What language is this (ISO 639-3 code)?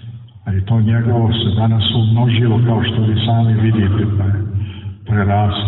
srp